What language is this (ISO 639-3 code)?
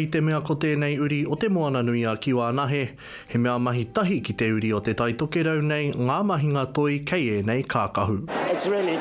mri